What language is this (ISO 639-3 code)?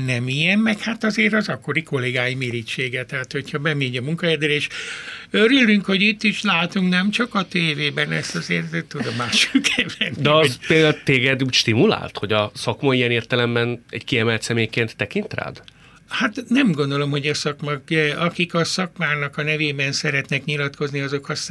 hun